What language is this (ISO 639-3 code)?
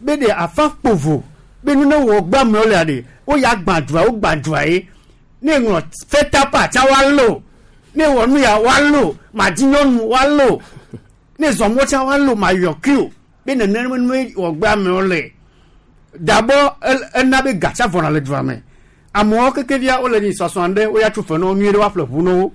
gej